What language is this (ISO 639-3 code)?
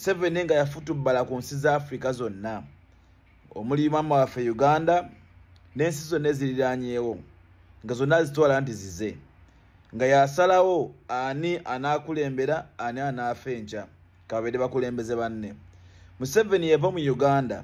lug